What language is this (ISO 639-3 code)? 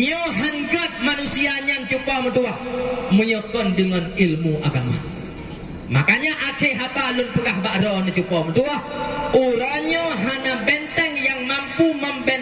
ace